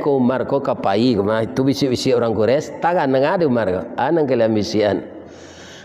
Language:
Minangkabau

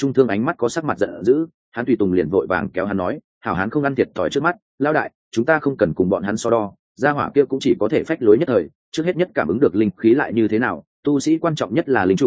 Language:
Vietnamese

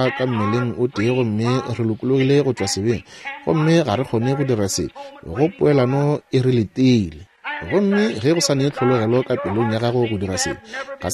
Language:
Northern Sotho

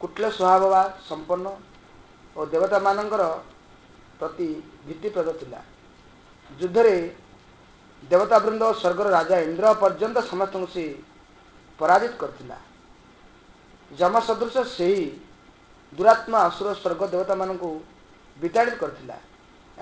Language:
Odia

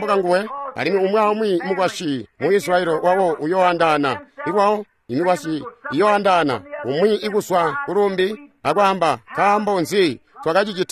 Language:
Tonga (Zambia)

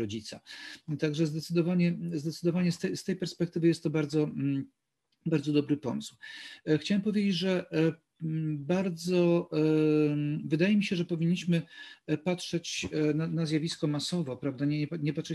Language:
Polish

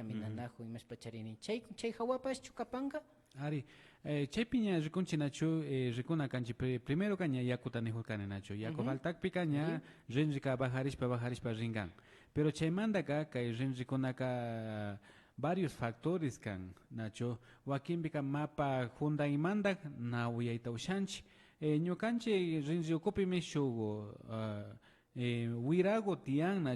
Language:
Imbabura Highland Quichua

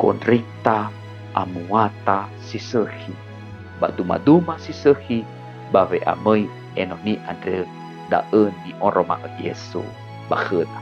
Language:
Nias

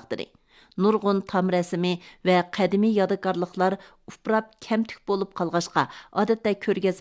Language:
Uyghur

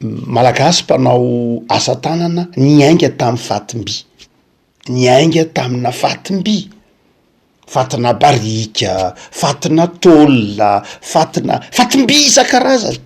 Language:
Malagasy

